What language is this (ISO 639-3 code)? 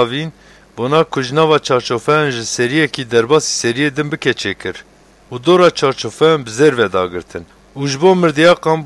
kur